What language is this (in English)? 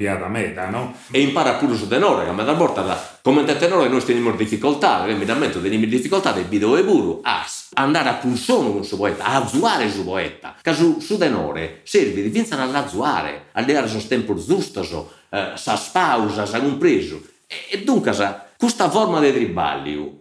Sardinian